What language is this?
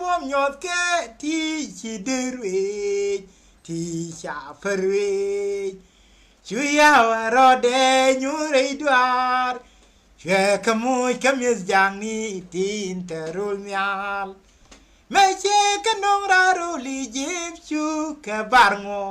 Nuer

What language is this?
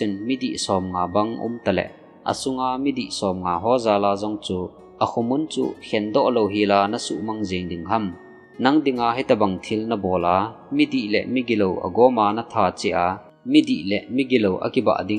Thado Chin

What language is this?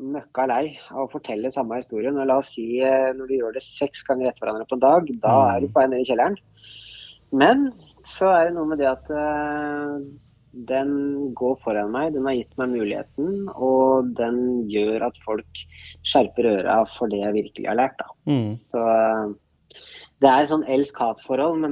Norwegian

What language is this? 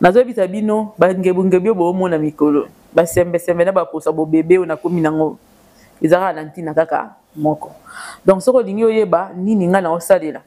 Lingala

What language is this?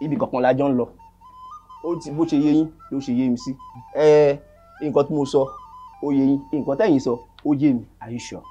Yoruba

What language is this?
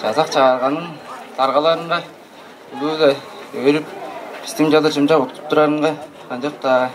Tuvinian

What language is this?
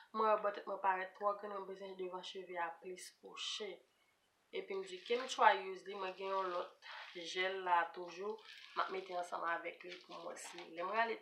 Haitian Creole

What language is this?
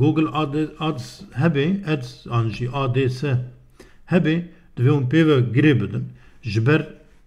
Kurdish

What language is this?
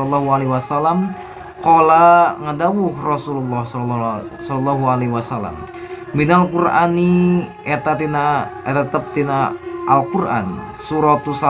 Sundanese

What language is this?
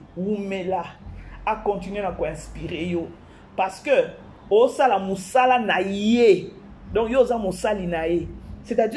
Lingala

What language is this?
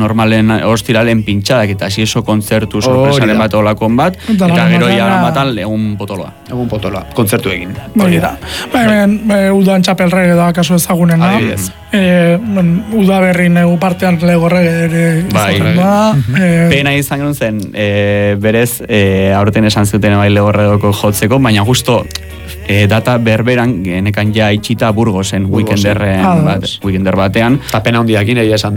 Basque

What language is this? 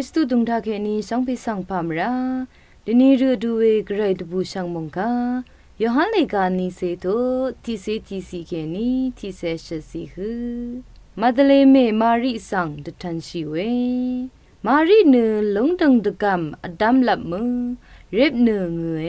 Rawang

